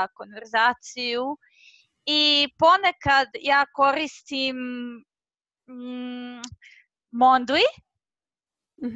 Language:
Croatian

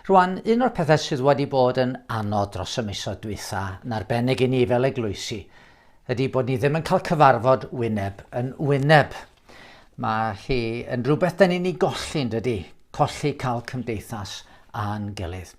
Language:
Welsh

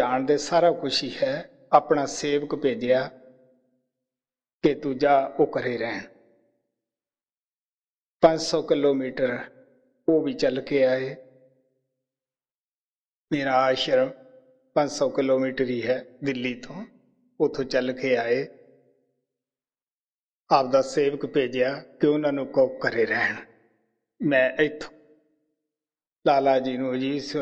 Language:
Punjabi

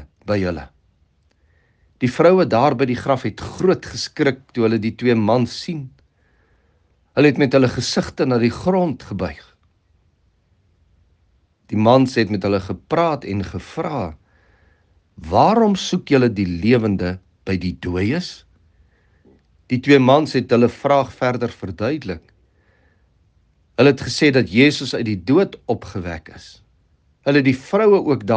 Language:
Afrikaans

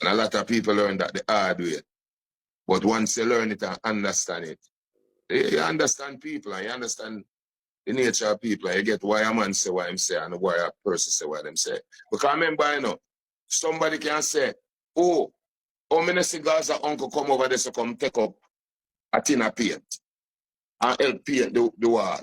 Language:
Jamaican Creole English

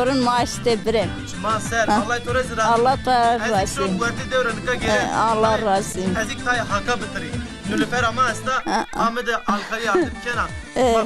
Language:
Zaza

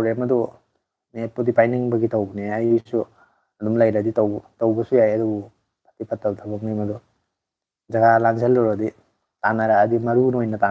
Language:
Manipuri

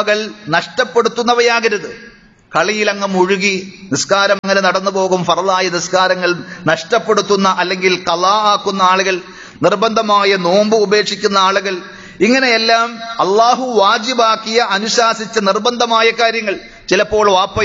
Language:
Malayalam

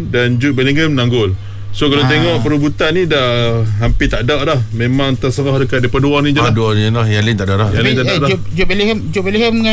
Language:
Malay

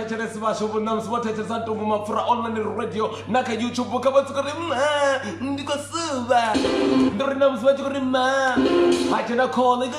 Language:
Venda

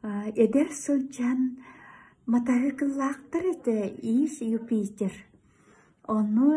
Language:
Yakut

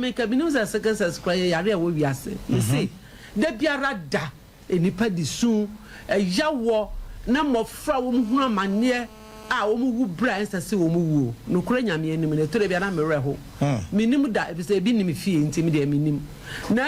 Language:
Akan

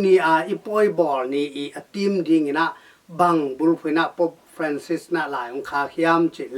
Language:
Tedim Chin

